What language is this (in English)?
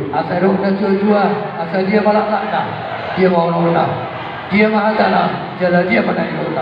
Batak Toba